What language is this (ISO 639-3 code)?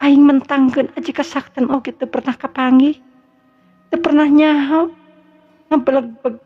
sun